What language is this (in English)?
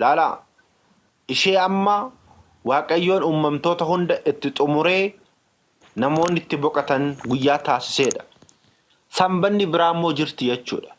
Oromo